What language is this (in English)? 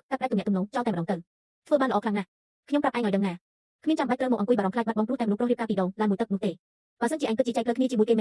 Khmer